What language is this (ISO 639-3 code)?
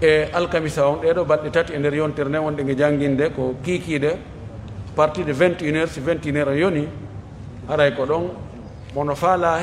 fuf